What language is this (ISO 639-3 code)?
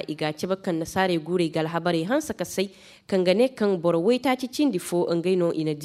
ses